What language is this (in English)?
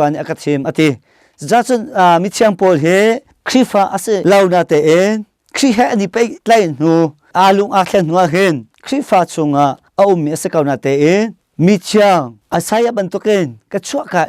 Hakha Chin